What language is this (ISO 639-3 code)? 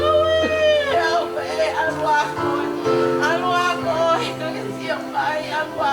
ton